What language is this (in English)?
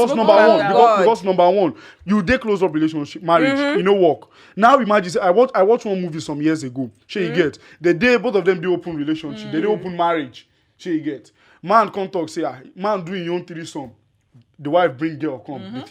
Nigerian Pidgin